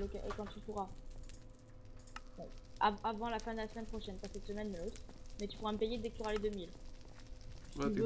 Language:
French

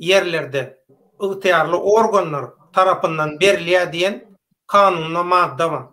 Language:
Turkmen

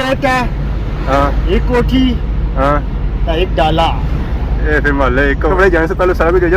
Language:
Pahari-Potwari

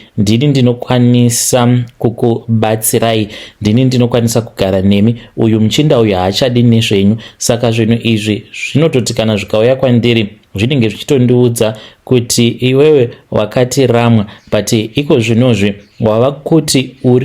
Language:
Shona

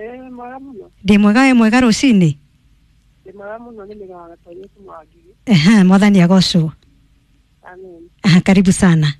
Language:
Kikuyu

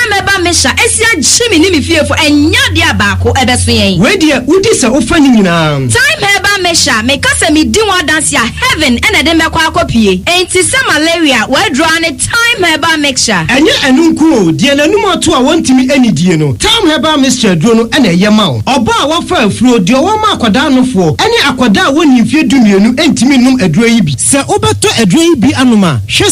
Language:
Akan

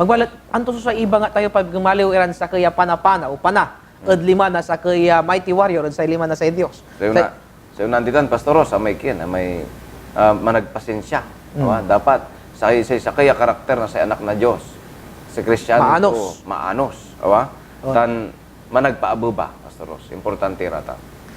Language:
Pangasinan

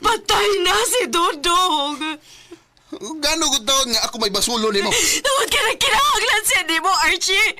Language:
Cebuano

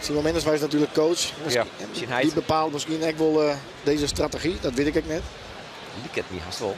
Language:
Western Frisian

